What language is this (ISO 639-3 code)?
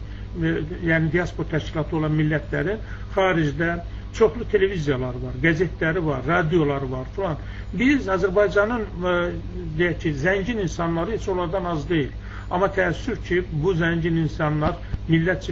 aze